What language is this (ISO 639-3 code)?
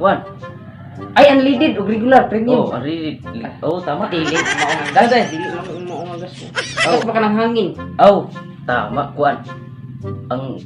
ceb